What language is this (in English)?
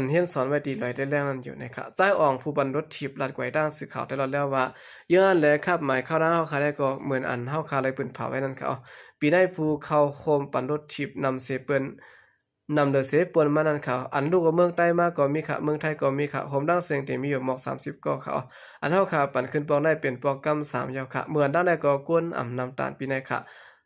Shan